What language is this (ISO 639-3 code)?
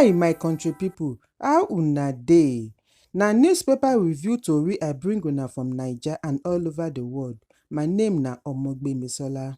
pcm